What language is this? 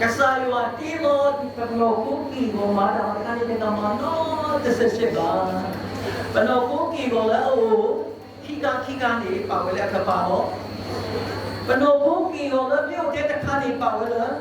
S'gaw Karen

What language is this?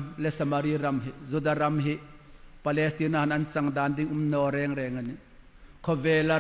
Hmar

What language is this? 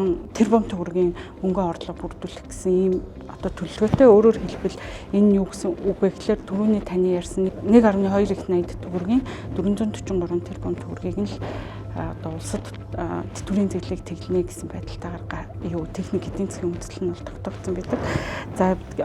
Mongolian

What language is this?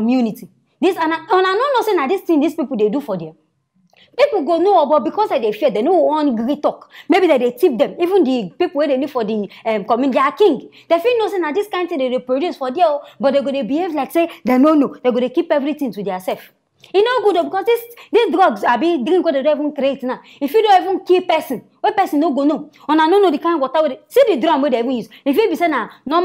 Nigerian Pidgin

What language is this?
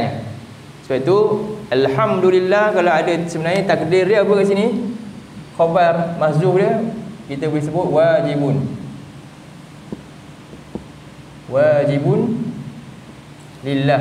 Malay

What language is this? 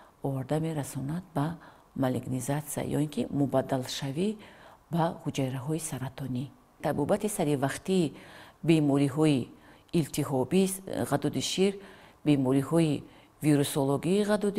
Tajik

